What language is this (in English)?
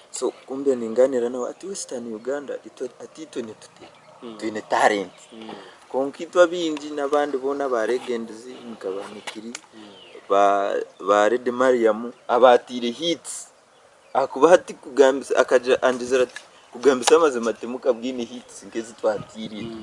Nyankole